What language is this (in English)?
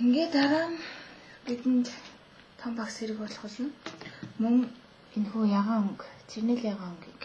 Mongolian